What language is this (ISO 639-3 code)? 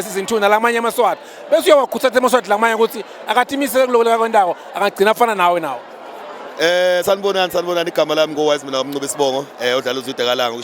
ssw